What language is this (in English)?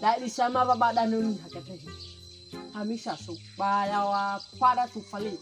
Nias